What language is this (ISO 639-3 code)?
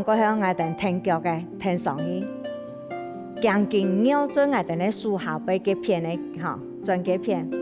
hak